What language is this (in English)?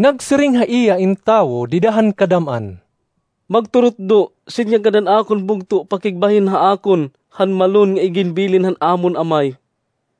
Waray